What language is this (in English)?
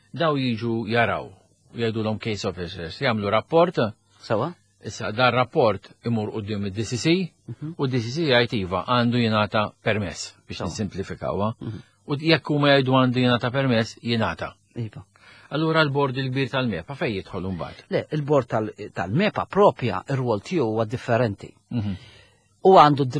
Maltese